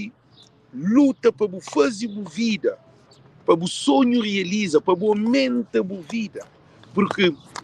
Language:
Kabuverdianu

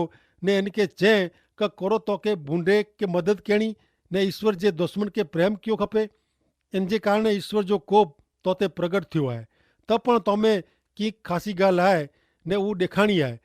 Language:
Kachhi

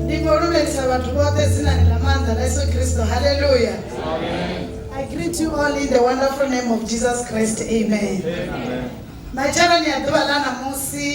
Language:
Venda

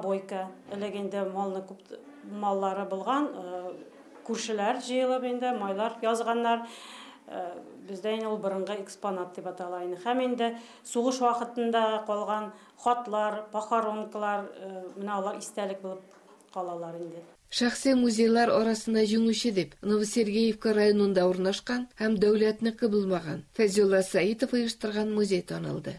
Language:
Tatar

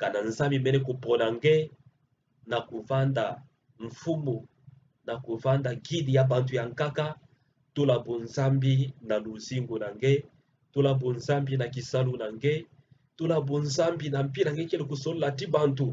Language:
Kituba (Democratic Republic of Congo)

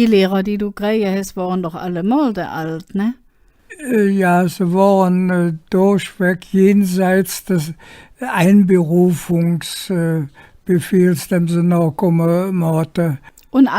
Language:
Colognian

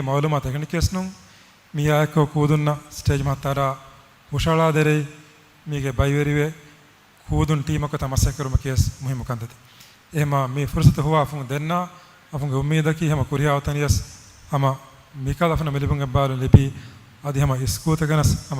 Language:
Divehi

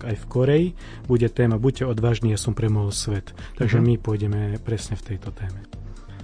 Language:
Slovak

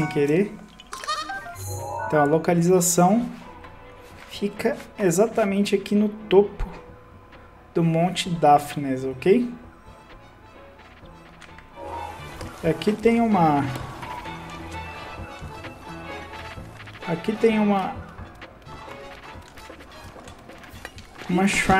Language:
Portuguese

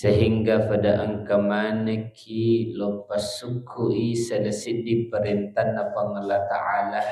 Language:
Buginese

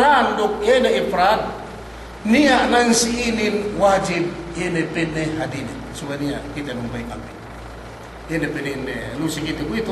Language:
Yakan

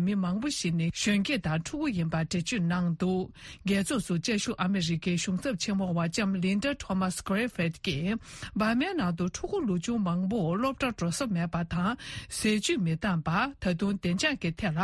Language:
Tibetan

